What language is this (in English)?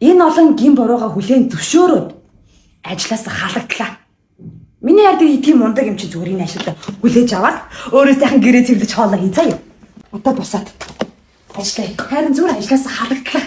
Mongolian